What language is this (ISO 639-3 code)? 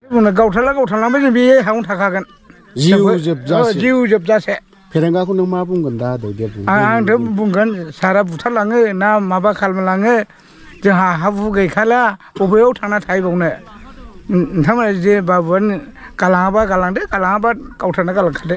brx